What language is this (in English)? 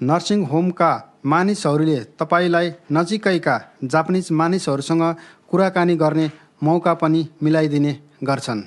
Nepali